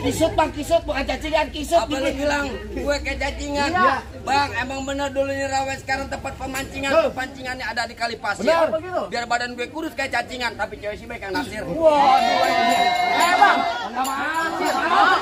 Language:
Betawi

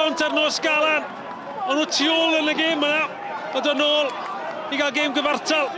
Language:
Welsh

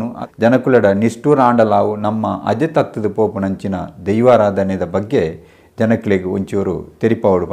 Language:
Tulu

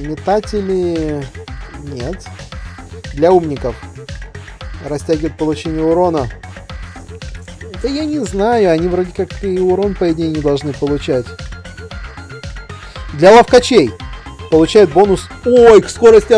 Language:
Russian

